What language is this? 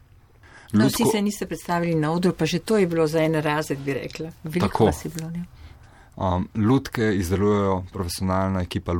Slovenian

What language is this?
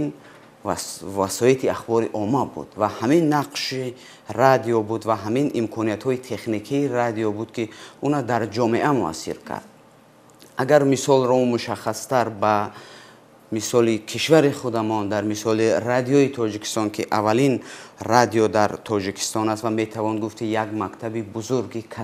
Tajik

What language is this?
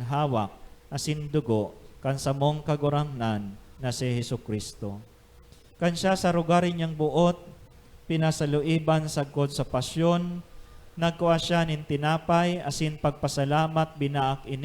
Bikol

